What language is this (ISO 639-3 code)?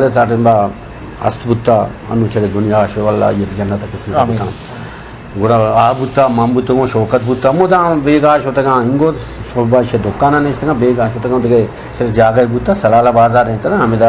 bgp